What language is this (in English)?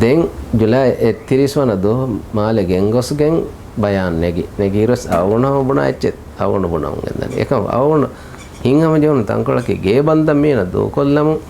Divehi